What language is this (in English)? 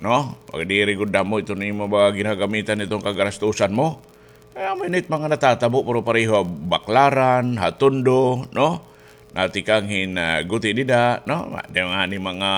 Waray